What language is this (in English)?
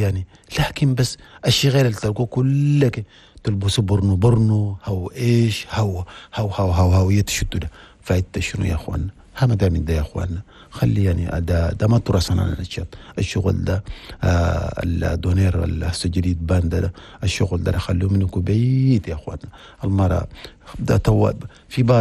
Chadian Arabic